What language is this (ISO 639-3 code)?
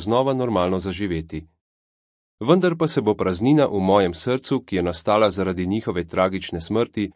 slv